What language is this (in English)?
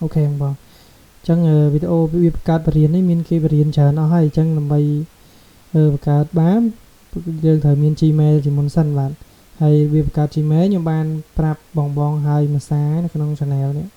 Khmer